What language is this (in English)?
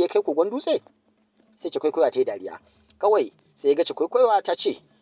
Hausa